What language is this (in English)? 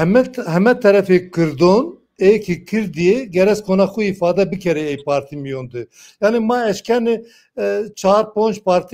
Zaza